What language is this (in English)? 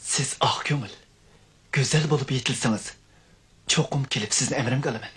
Uyghur